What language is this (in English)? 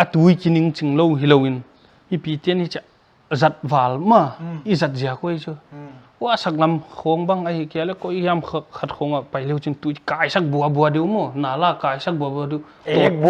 Paite Chin